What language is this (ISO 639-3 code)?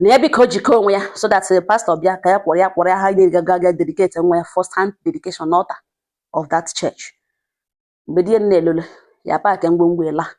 ibo